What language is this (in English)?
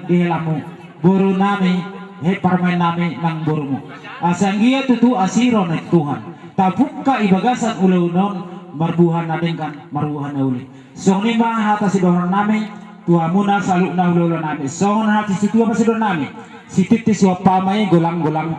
Batak Toba